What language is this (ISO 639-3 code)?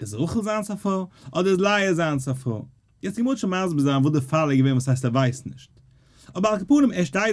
yid